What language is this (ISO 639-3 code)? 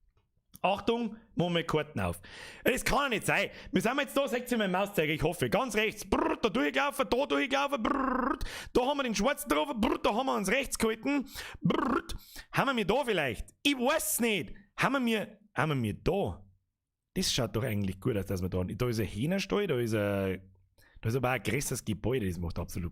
bar